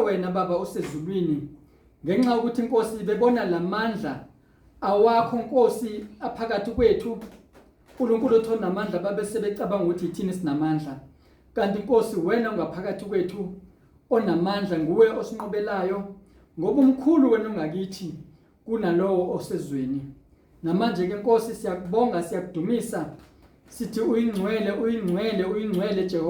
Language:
Zulu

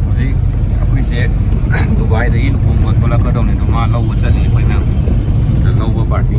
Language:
Manipuri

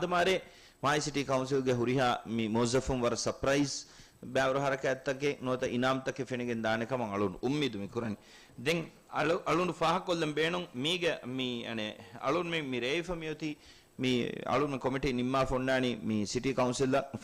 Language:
Divehi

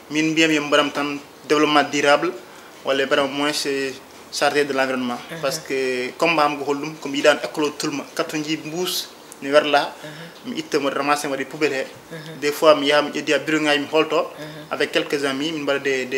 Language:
Fula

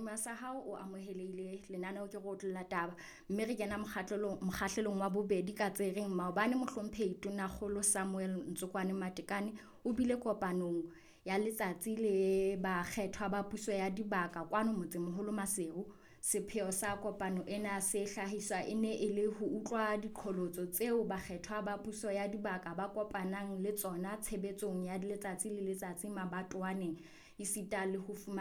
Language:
Southern Sotho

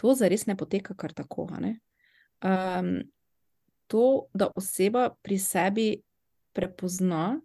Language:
Slovenian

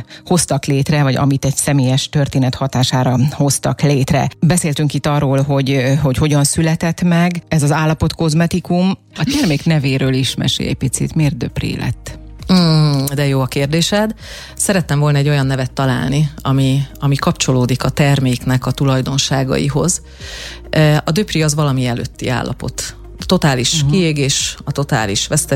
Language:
Hungarian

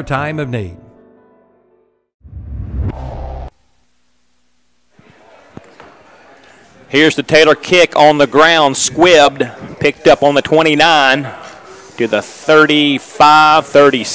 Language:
English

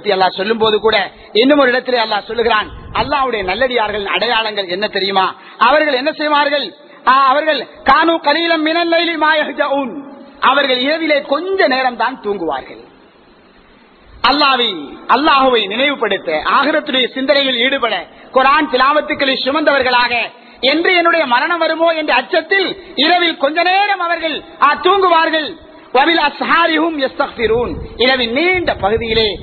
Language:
Tamil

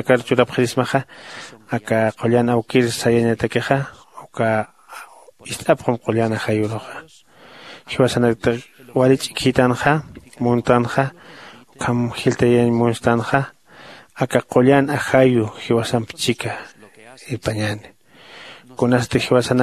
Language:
Aymara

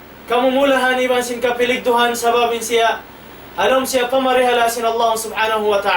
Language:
Tausug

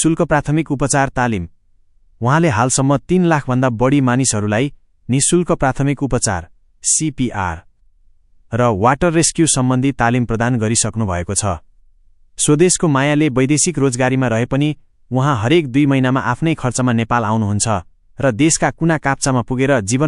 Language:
Nepali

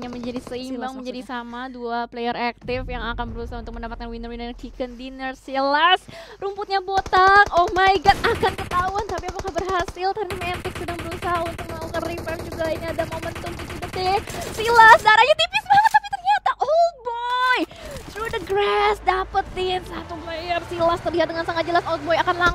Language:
Indonesian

